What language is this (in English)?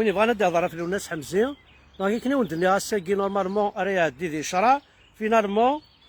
Kabyle